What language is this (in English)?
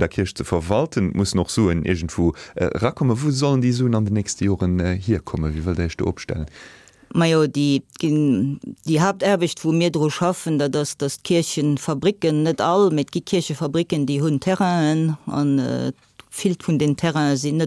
Luxembourgish